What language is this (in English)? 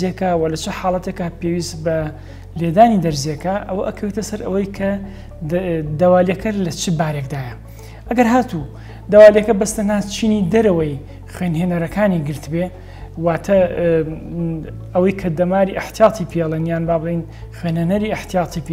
Central Kurdish